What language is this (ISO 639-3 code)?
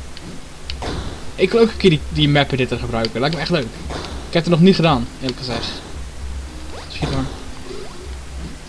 nld